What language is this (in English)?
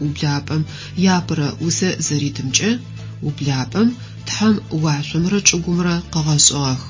Adyghe